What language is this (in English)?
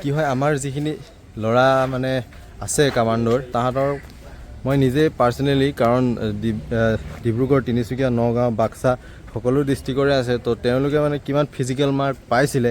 Assamese